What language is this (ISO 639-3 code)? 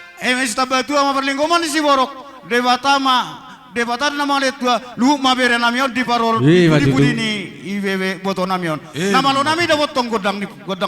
bbc